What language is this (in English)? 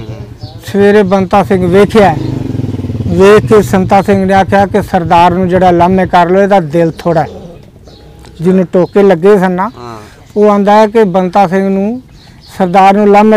Punjabi